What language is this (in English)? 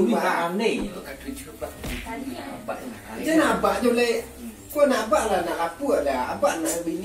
Minangkabau